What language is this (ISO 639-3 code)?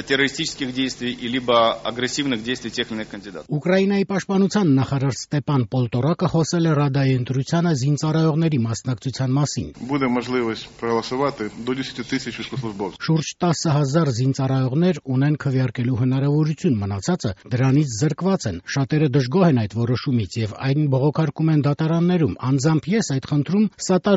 hye